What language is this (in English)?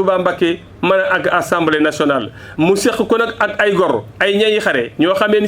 Wolof